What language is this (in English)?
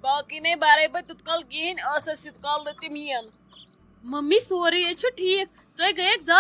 Kashmiri